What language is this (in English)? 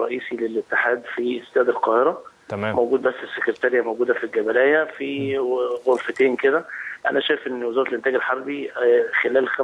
Egyptian Arabic